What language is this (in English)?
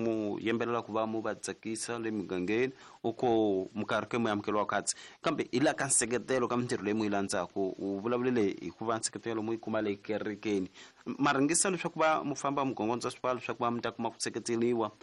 Tsonga